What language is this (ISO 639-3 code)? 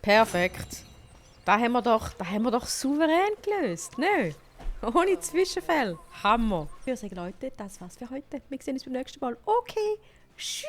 gsw